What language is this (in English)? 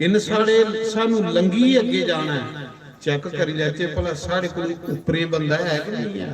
Dogri